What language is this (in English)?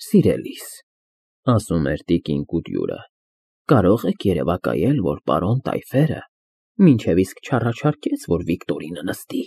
Armenian